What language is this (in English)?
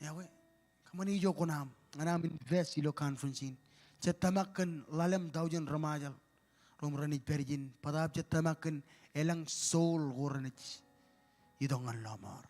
Marshallese